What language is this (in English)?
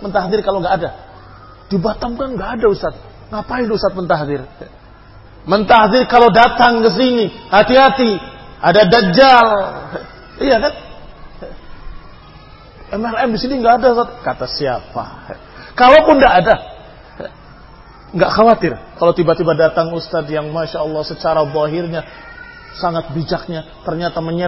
Indonesian